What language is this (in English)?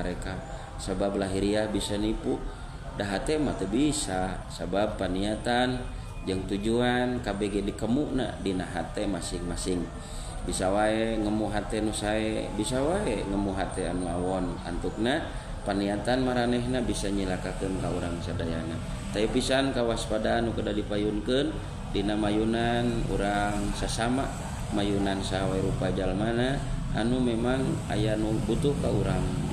Sundanese